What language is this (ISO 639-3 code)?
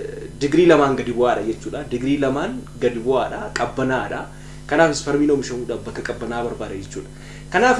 orm